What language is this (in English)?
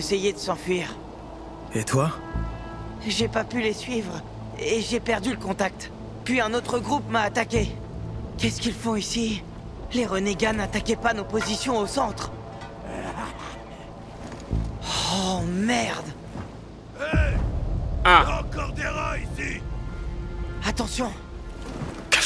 French